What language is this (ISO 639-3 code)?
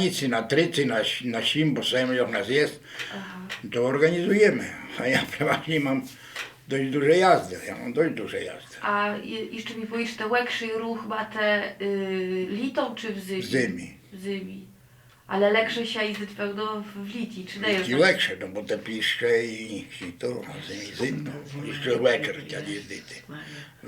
rue